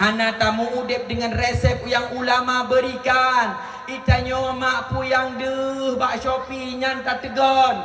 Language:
Achinese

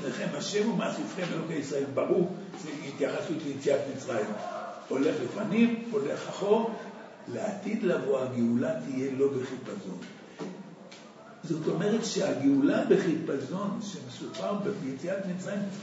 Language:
Hebrew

